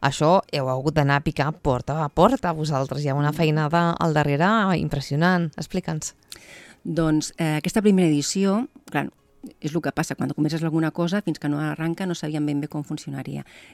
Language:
Catalan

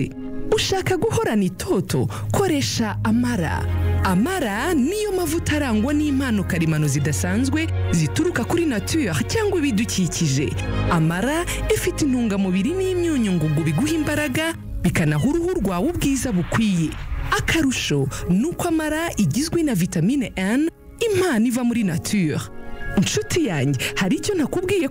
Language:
Kinyarwanda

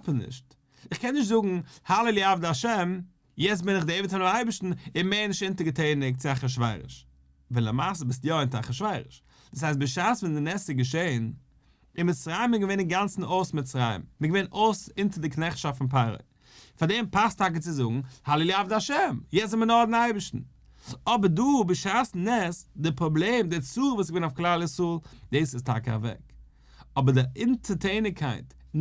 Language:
Yiddish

